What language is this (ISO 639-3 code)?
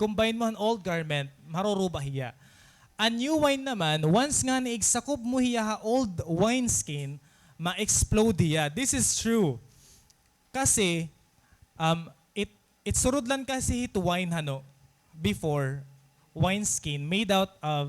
war